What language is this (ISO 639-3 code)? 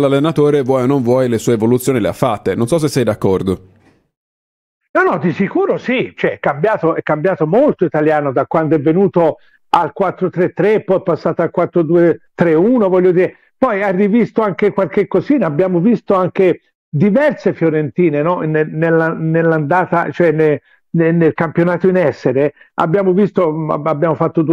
ita